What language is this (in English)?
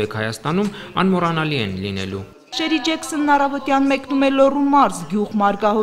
Armenian